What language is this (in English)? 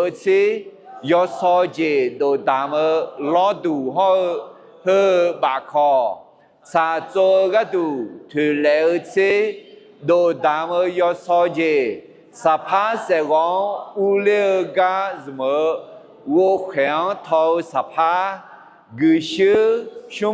Akha